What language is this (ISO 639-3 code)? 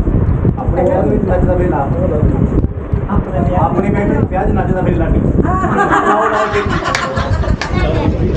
pan